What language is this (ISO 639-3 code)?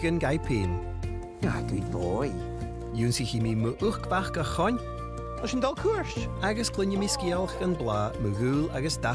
gla